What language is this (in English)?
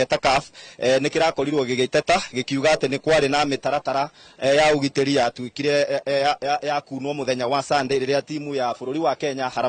Kikuyu